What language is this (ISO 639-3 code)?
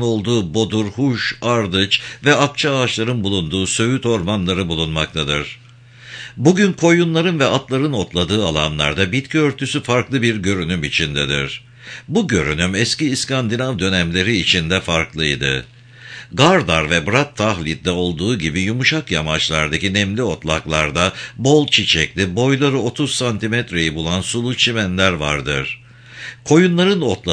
tur